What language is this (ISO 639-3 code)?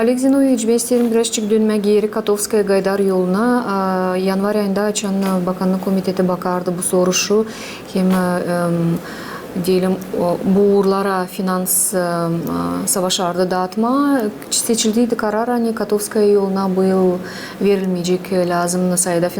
gag